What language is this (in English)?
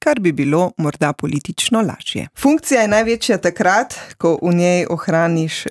Slovenian